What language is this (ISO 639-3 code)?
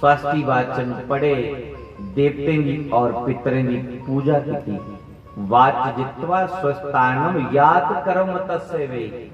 doi